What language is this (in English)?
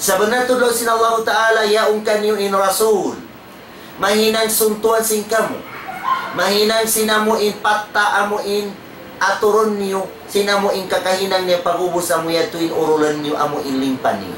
Tausug